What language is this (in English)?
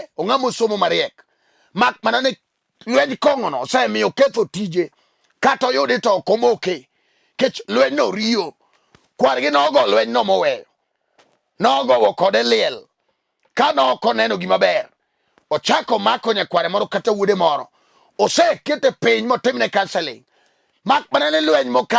Luo (Kenya and Tanzania)